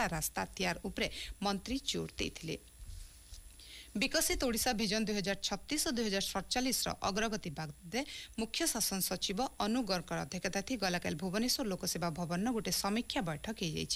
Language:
Odia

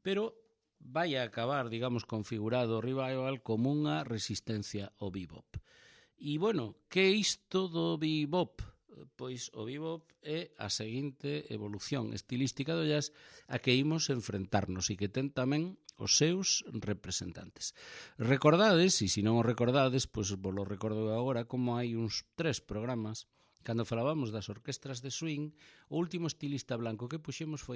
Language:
Galician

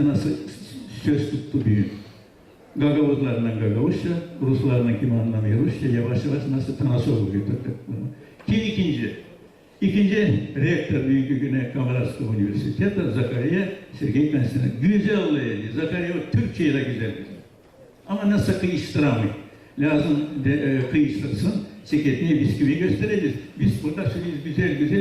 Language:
Gagauz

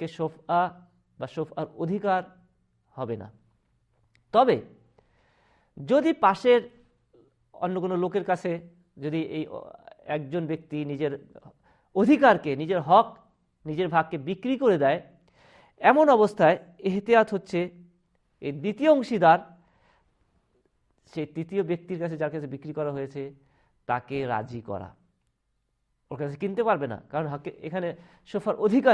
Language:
Bangla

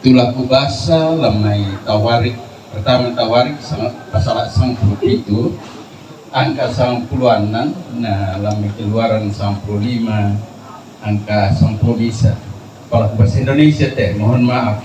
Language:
Toraja-Sa'dan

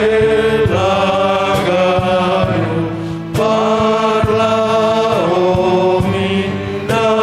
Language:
Batak Simalungun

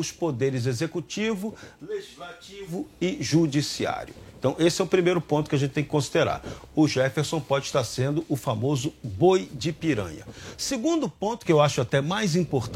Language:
Portuguese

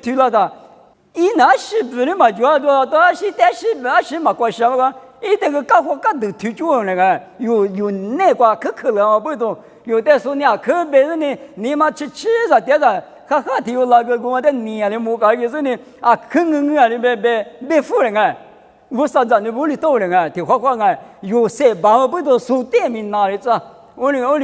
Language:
Lisu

